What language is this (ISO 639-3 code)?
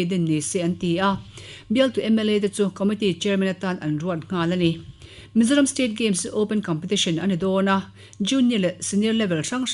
lus